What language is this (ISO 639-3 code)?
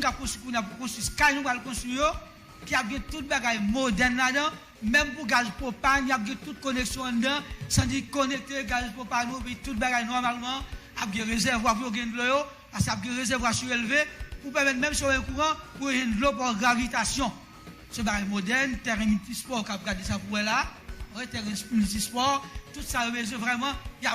hat